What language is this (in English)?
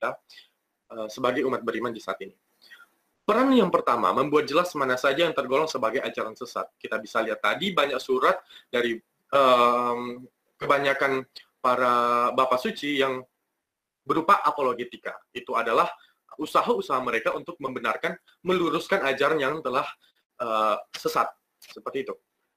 Indonesian